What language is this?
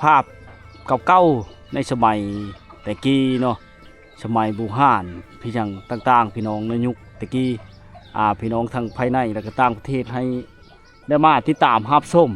Lao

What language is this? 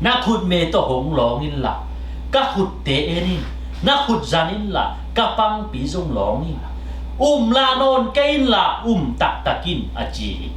Tedim Chin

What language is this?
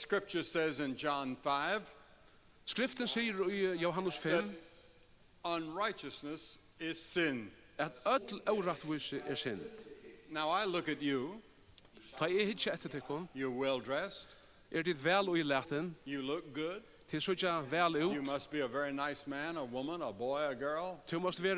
Faroese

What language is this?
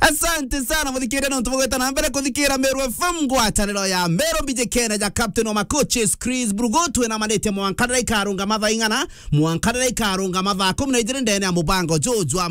Meru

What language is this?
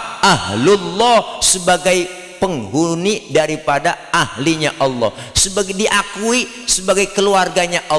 Betawi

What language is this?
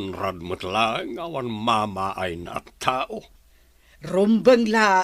Iloko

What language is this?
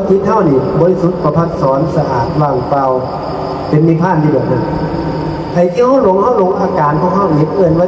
Northeastern Thai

